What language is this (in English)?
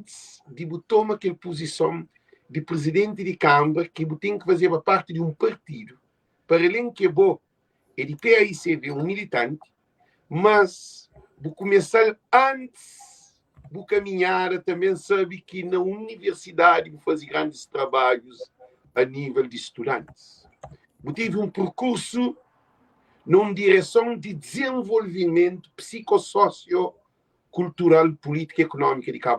Kabuverdianu